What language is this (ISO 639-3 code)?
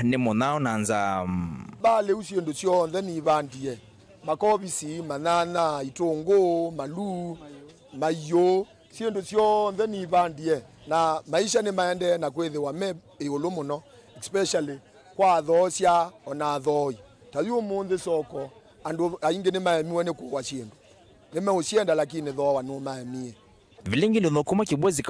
kam